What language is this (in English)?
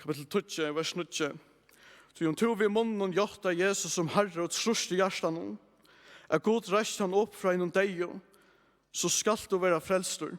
Faroese